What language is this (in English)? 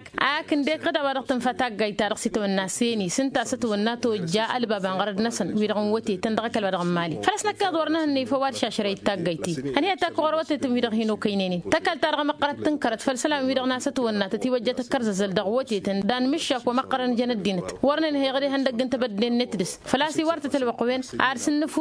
Tamasheq